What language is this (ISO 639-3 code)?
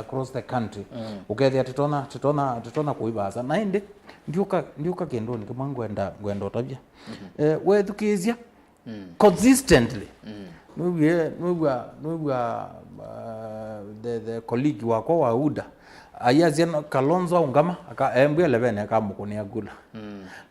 kam